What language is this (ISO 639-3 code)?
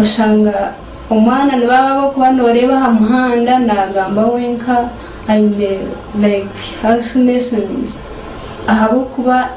nyn